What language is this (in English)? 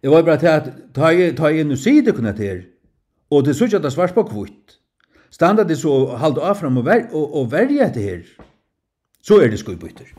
Faroese